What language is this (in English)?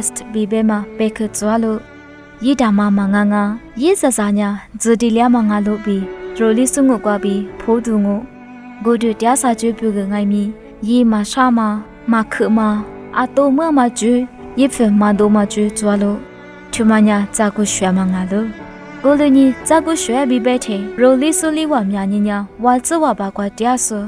Lisu